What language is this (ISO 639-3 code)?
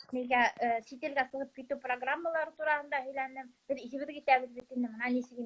bak